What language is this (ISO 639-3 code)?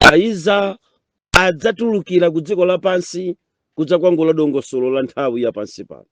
nya